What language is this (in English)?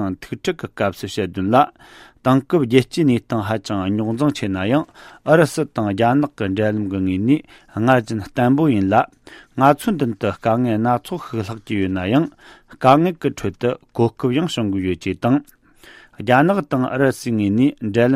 Tibetan